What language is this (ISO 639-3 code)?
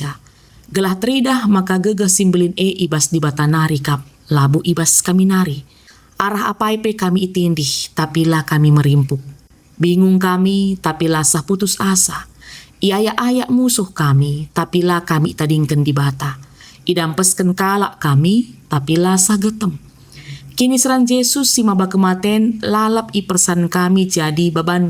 btx